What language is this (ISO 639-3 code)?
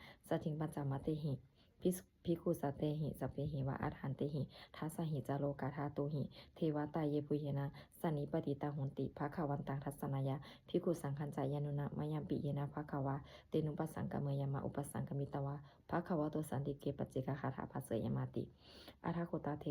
pli